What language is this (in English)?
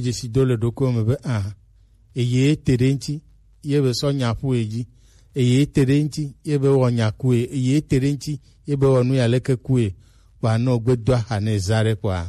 Gen